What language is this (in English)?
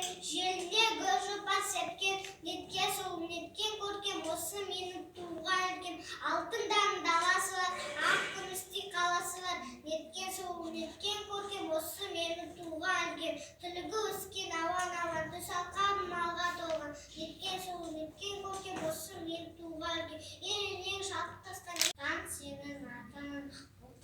Kazakh